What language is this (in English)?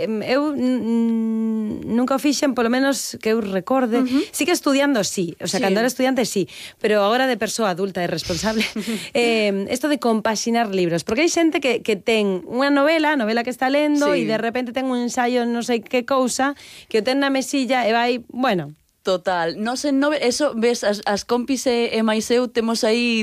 Galician